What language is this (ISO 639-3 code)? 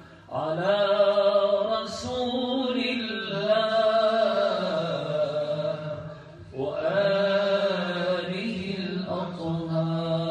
ara